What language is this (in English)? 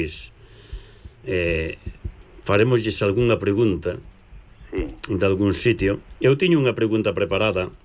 Galician